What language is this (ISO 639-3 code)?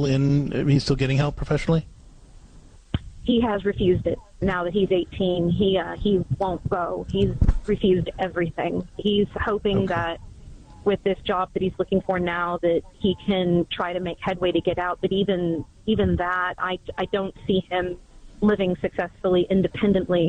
eng